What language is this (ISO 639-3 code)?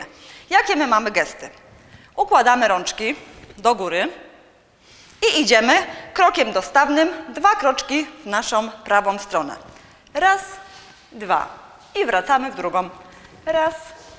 pol